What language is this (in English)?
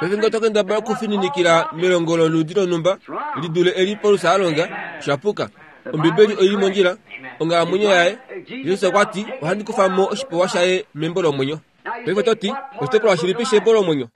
Kuanyama